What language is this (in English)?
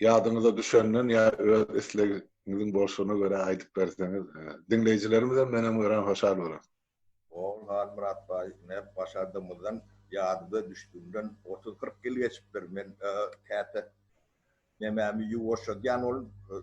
Turkmen